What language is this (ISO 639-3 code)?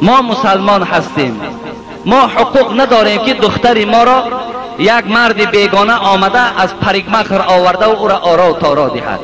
tgk